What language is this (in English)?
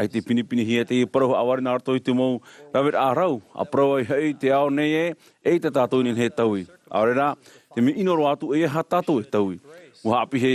Tahitian